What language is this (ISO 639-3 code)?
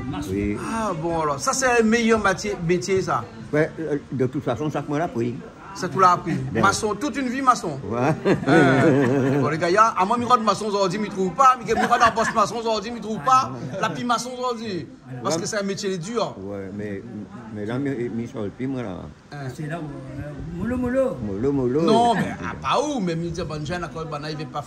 rcf